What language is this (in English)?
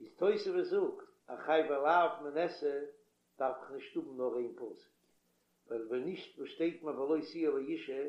Yiddish